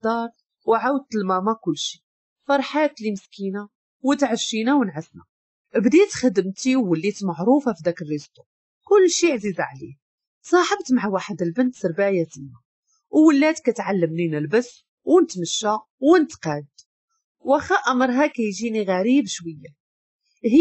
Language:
Moroccan Arabic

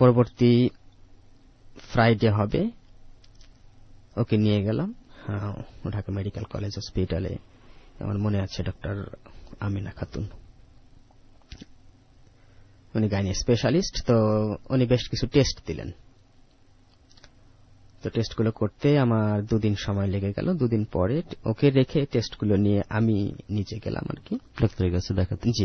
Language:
Bangla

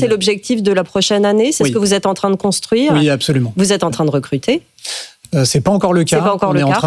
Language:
French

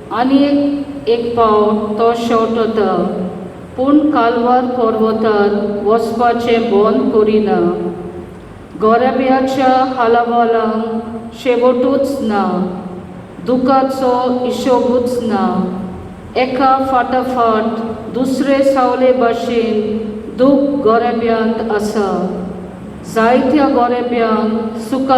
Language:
Konkani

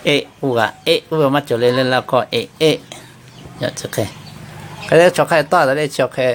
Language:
Lahu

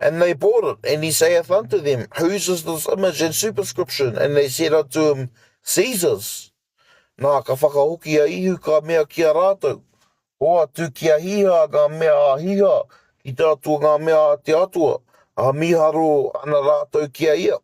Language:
Māori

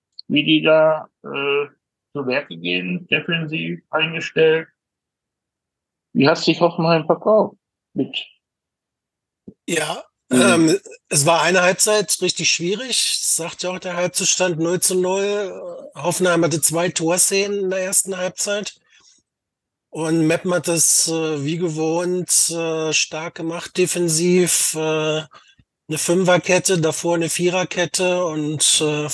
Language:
German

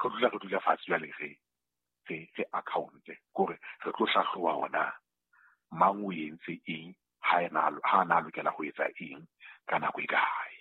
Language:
Southern Sotho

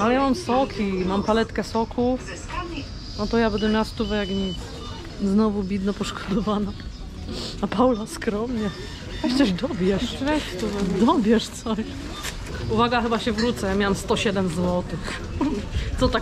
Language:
Polish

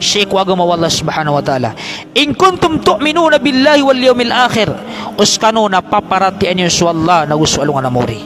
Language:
Maranao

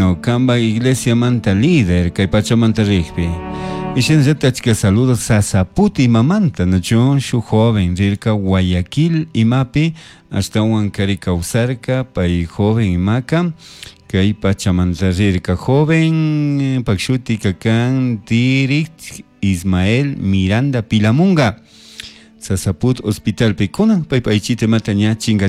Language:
Chimborazo Highland Quichua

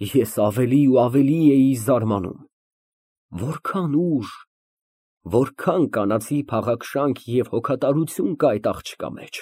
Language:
Armenian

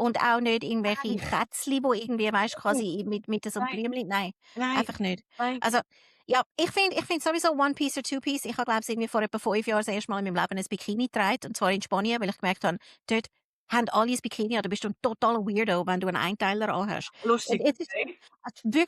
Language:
Swiss German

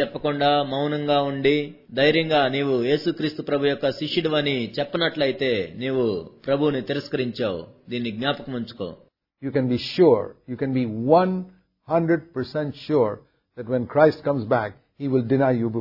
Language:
Telugu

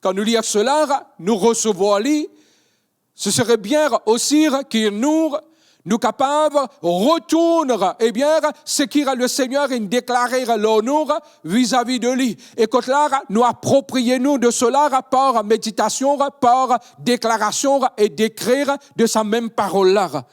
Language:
Morisyen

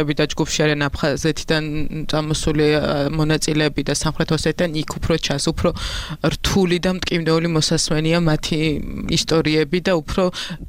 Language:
Georgian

